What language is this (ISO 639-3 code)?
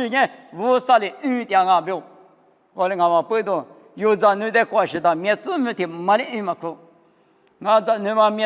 lis